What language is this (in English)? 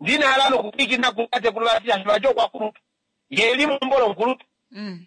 Kuanyama